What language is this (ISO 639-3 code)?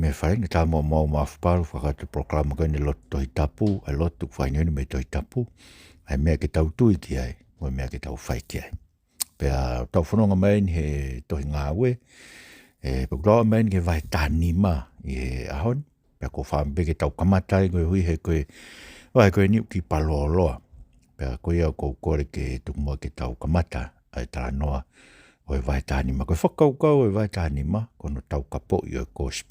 ton